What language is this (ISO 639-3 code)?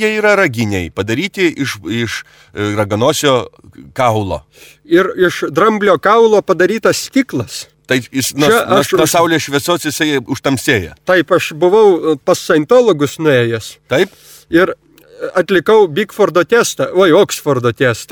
lit